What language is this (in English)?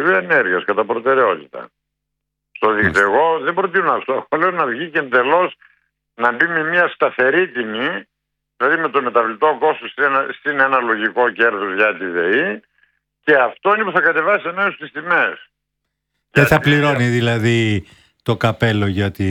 Greek